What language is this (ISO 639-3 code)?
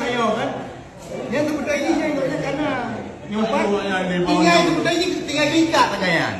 ace